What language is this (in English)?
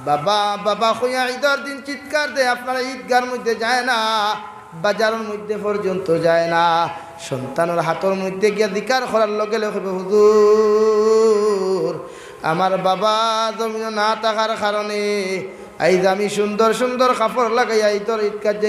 Sylheti